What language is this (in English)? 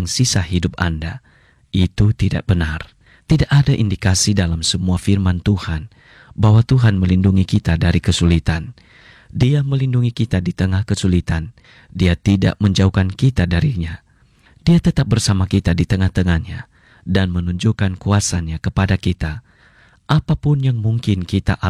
Indonesian